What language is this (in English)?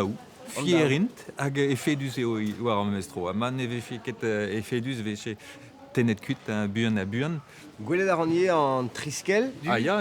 Breton